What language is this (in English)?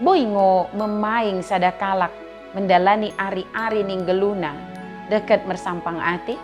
Batak Dairi